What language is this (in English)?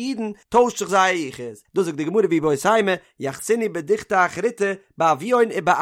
Yiddish